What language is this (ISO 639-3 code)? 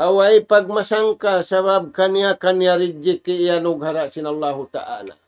tsg